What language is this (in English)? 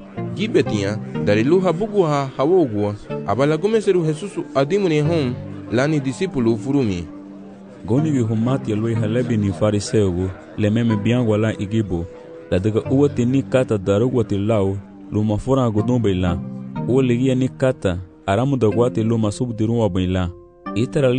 Garifuna